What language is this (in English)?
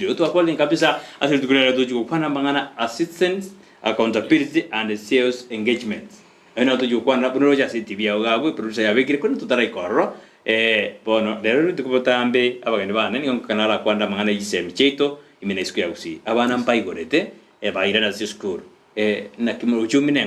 Gusii